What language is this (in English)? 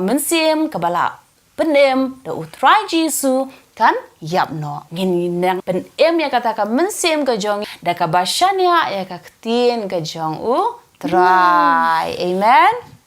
Khasi